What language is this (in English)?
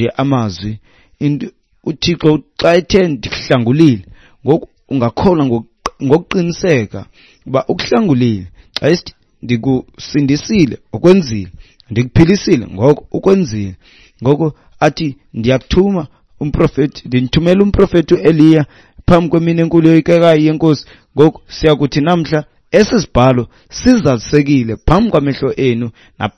Xhosa